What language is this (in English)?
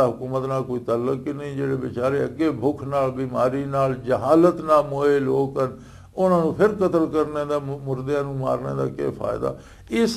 Western Panjabi